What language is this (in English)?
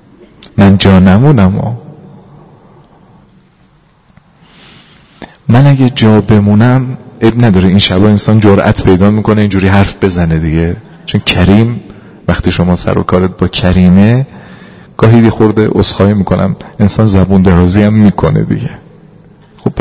Persian